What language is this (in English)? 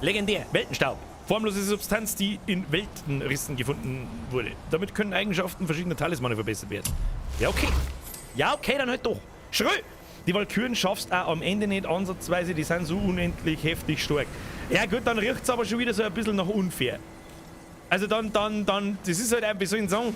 Bavarian